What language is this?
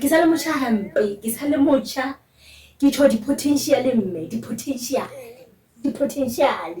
Southern Sotho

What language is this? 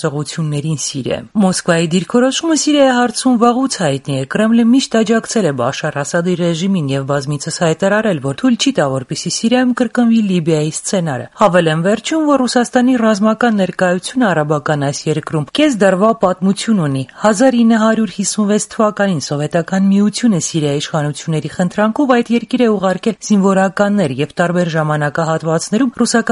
Armenian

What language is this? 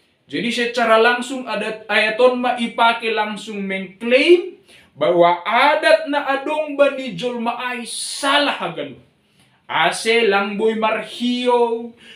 Batak Simalungun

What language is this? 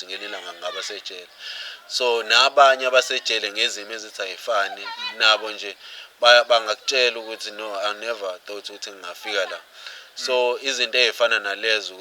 Zulu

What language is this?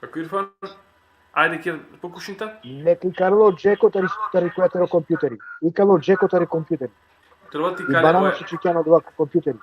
Balkan Romani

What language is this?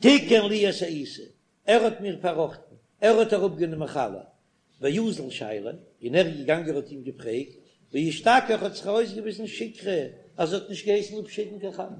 Yiddish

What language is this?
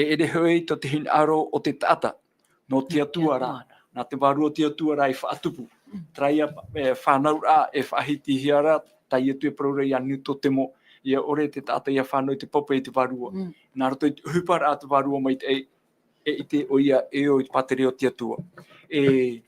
Tahitian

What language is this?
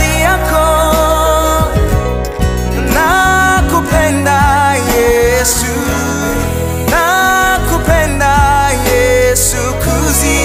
Swahili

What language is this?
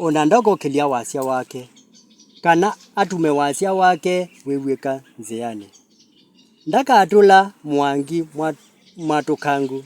Kamba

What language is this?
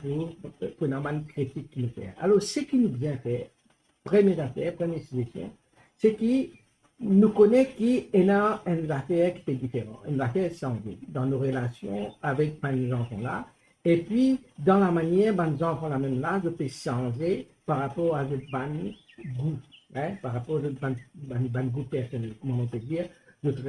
Morisyen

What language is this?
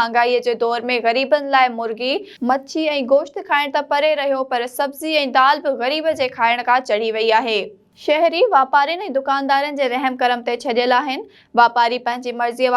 Sindhi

